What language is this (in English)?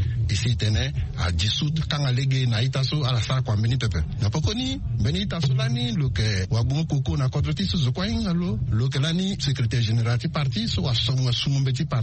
Sango